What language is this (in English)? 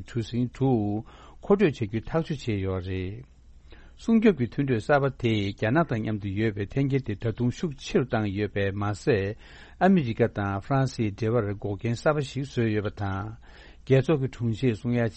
Tibetan